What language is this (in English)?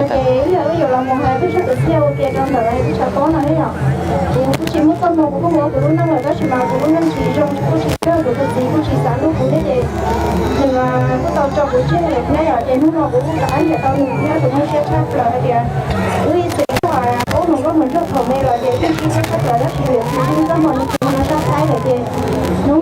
Hmong